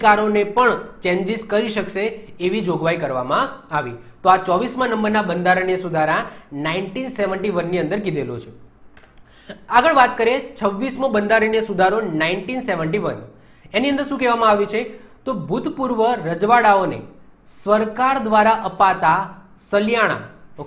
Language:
Gujarati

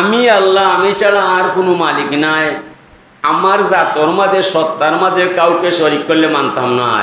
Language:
Sylheti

